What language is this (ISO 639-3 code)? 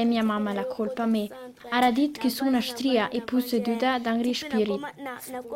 lld